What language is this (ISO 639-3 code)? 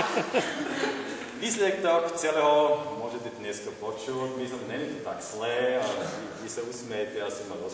slk